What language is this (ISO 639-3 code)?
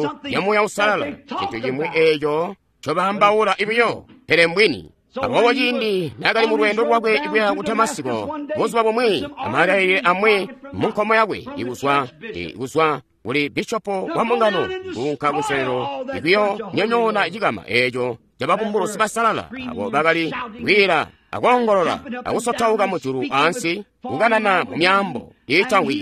toi